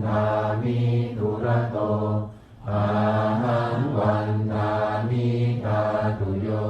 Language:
Pali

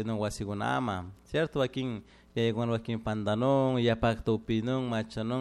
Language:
Chimborazo Highland Quichua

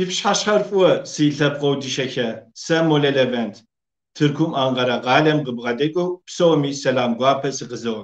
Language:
Kabardian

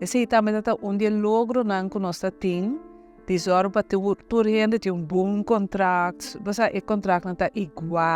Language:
Papiamento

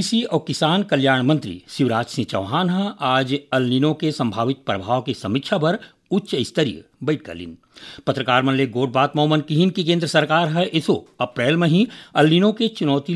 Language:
Chhattisgarhi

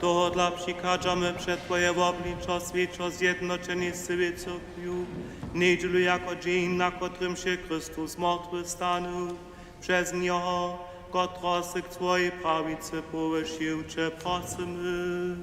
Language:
Upper Sorbian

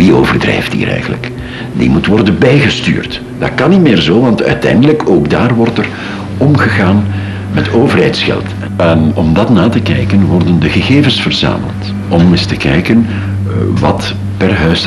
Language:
Dutch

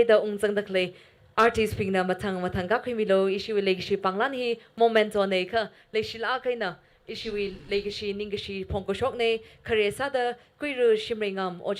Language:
Tangkhul Naga (India)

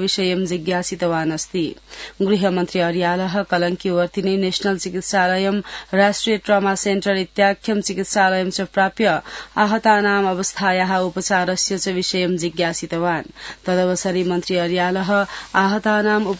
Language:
Sanskrit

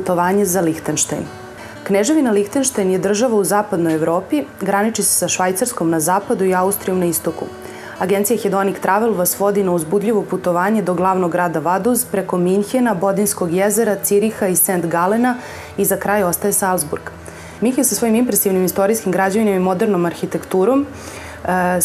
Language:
Serbian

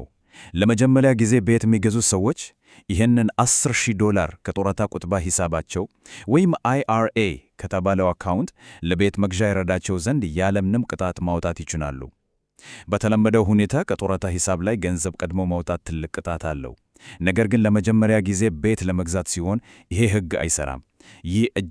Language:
Amharic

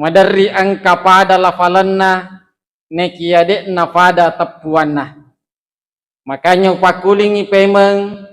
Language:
Buginese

